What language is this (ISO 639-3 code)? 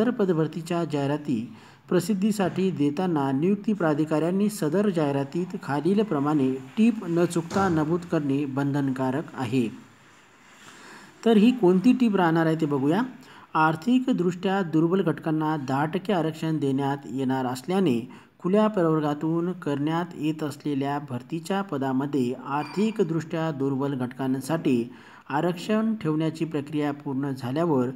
mar